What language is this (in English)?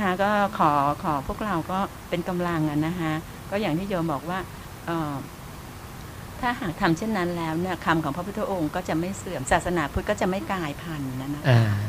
Thai